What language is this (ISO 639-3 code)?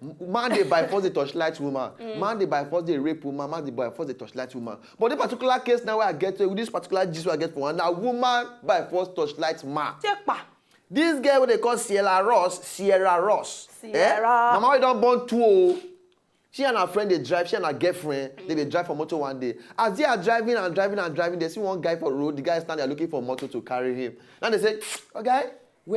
pcm